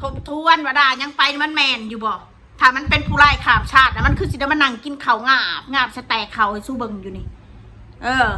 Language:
Northeastern Thai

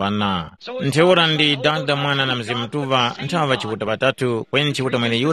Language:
Tumbuka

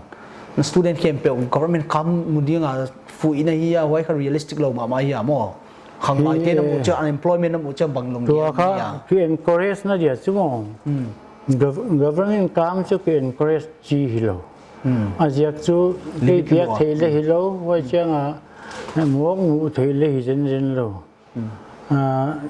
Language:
Paite Chin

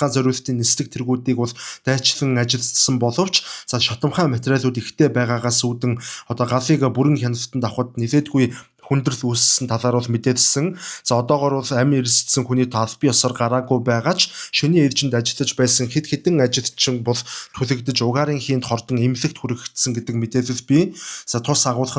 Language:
Mongolian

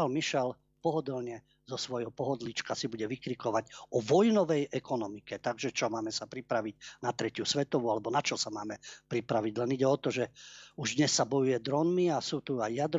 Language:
Slovak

